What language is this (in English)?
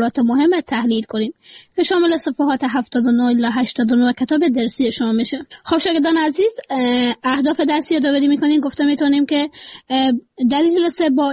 Persian